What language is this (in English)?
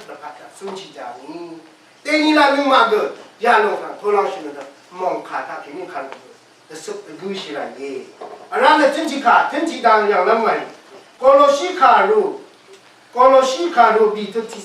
Rawang